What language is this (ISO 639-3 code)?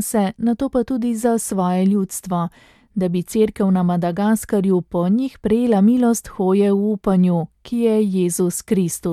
slv